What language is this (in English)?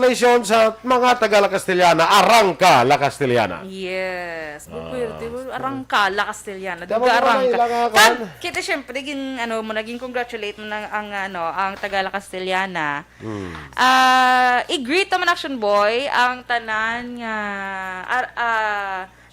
Hiligaynon